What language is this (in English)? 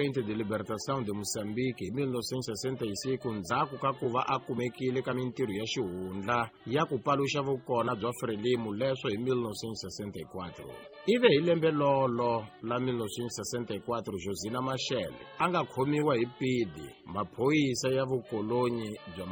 Tsonga